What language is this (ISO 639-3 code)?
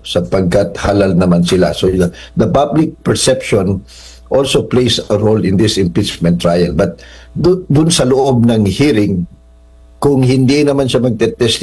fil